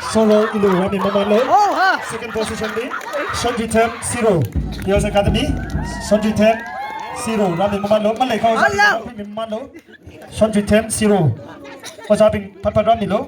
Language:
Tangkhul Naga (India)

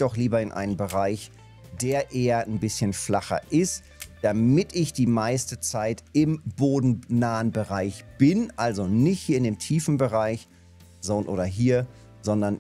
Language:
German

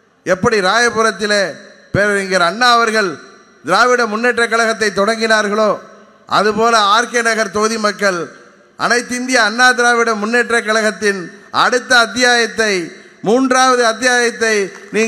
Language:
Tamil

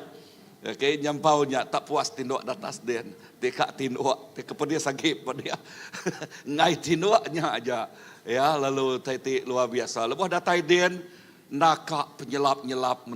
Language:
Iban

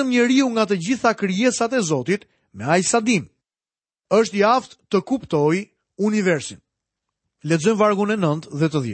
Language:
Albanian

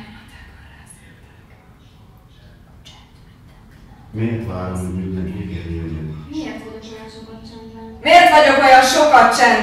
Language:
Hungarian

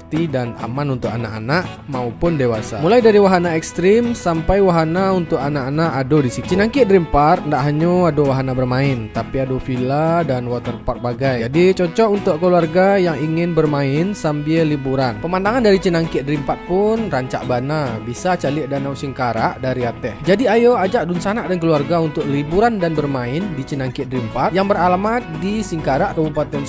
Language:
Minangkabau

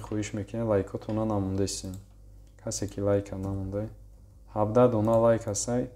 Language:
Tajik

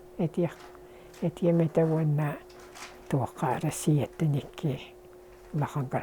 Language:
Yakut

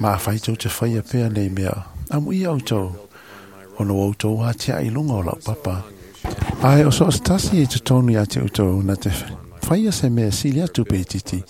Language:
Samoan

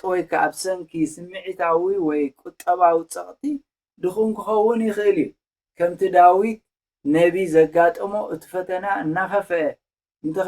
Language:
Tigrinya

